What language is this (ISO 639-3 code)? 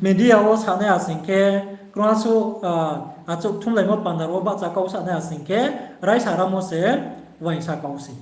ria